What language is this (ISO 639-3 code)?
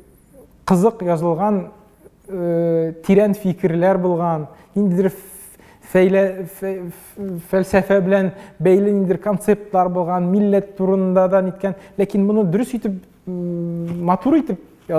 tat